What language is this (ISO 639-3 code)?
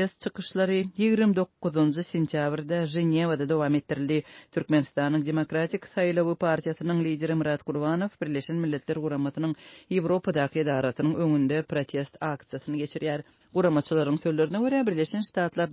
tuk